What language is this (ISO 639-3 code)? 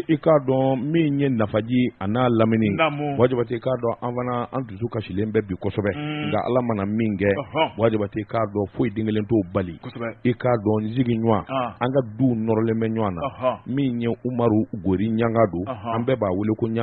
bam